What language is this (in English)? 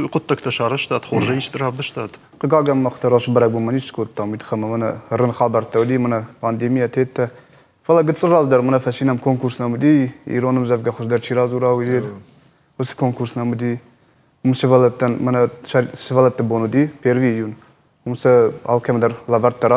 Ossetic